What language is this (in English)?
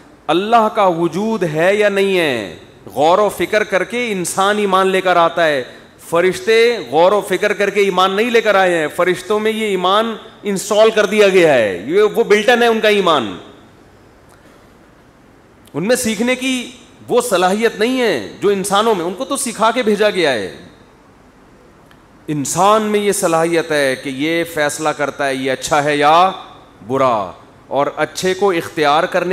Urdu